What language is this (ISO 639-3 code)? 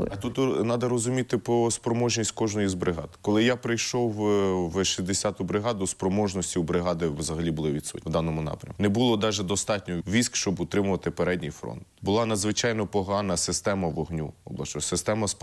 ukr